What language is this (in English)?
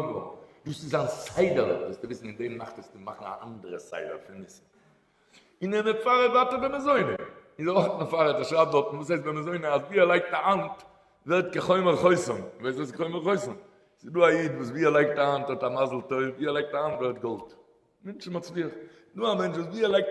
Yiddish